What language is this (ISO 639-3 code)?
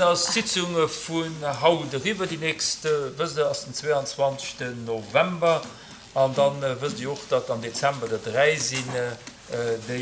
ltz